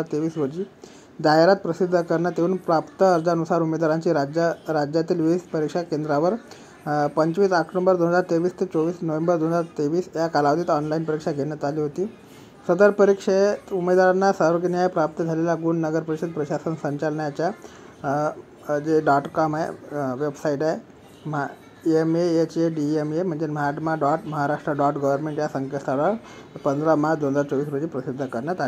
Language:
Marathi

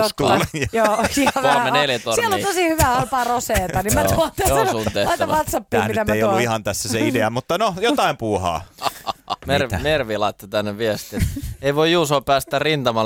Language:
Finnish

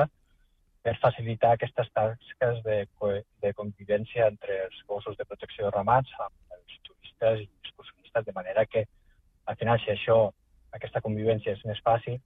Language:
Catalan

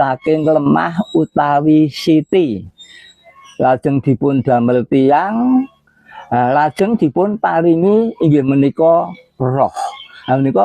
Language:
Javanese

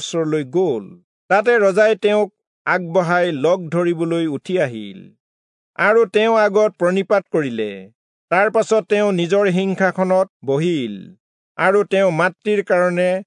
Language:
Assamese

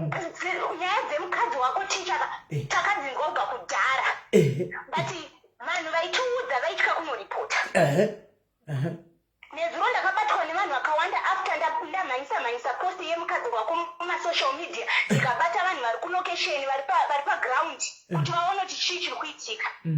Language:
Shona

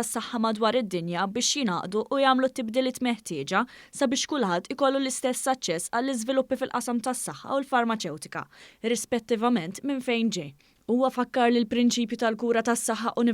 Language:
Maltese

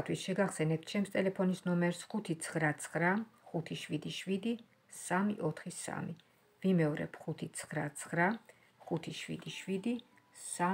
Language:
Georgian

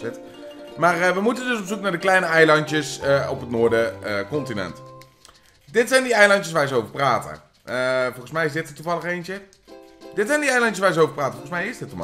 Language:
Dutch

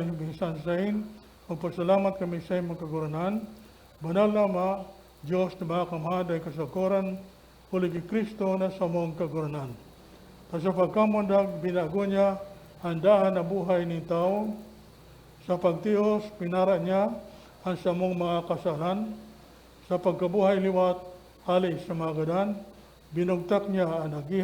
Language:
Bikol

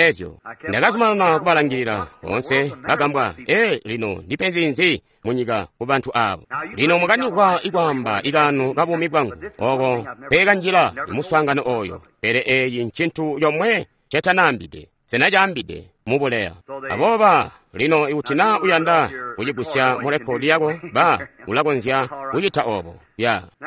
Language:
Tonga (Zambia)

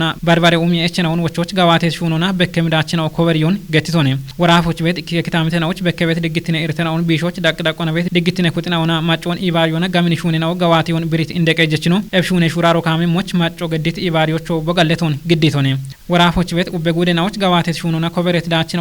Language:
Kafa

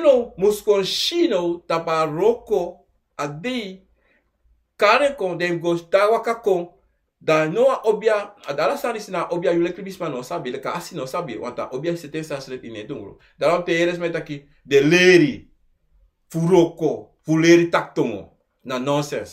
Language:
Sranan Tongo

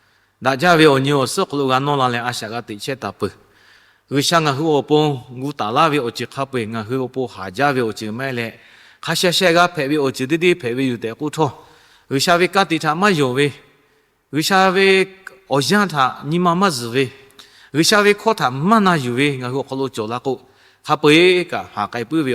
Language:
Lahu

